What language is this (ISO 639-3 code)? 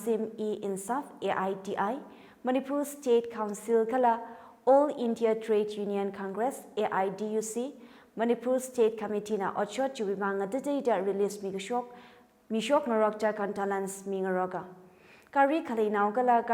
nmf